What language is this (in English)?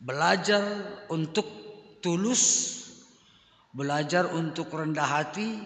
Batak Simalungun